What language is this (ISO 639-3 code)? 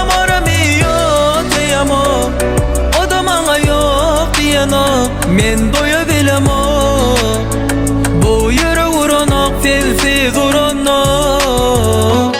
tuk